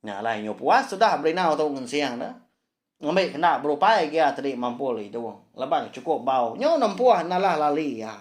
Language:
Iban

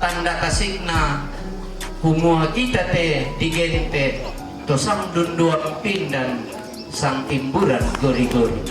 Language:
Toraja-Sa'dan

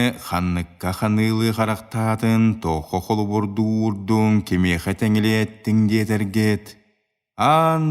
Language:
Yakut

